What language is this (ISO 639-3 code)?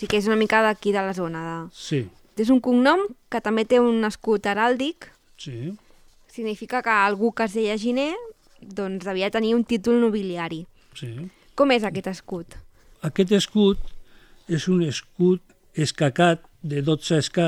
cat